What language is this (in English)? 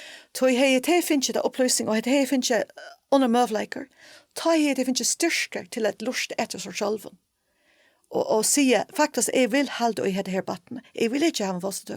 Faroese